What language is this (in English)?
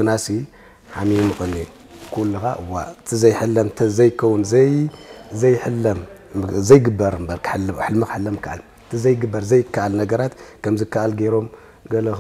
Tigrinya